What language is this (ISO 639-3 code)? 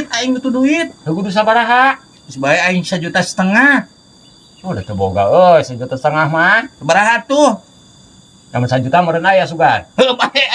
sun